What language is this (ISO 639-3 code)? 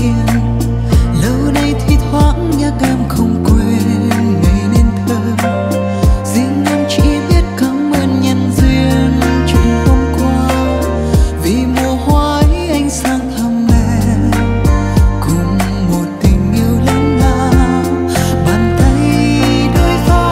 vie